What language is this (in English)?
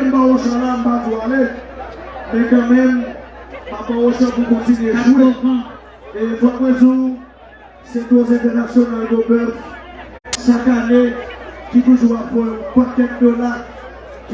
Haitian Creole